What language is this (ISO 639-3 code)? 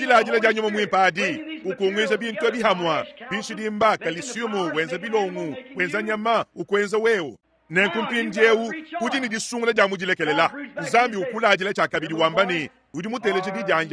lua